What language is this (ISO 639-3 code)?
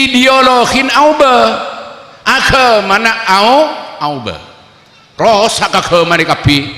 mad